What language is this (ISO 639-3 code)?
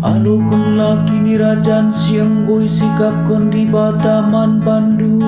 btx